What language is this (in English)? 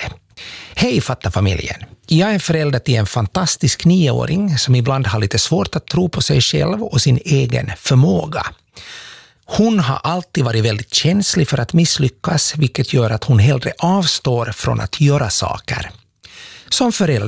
Swedish